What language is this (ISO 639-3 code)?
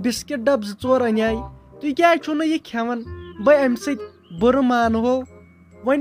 kas